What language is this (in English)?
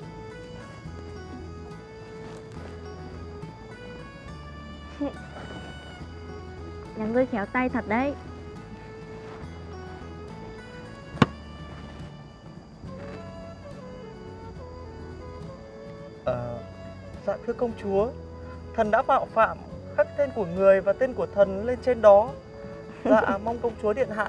Vietnamese